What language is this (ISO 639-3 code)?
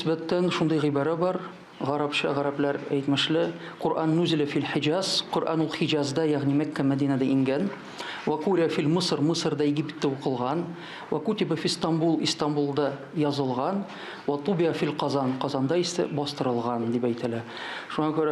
tat